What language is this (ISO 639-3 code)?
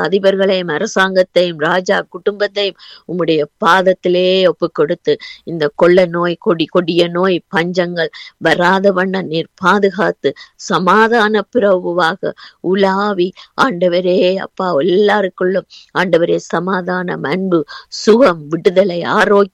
tam